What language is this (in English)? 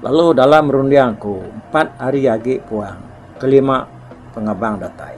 Iban